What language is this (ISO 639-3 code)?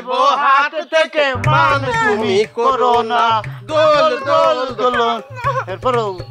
ben